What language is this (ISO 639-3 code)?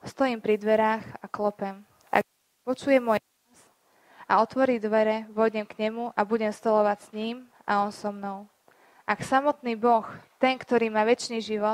slk